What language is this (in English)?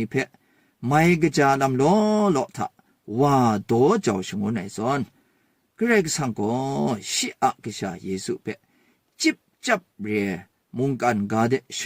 Kachin